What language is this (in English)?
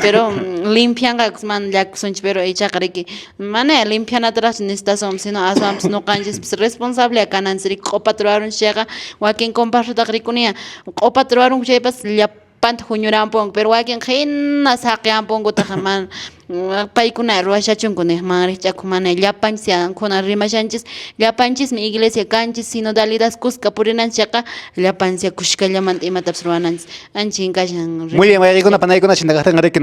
Quechua